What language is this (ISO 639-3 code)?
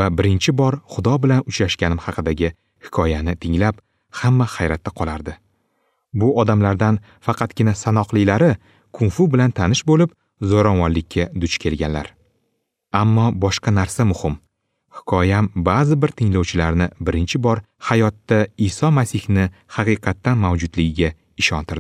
uzb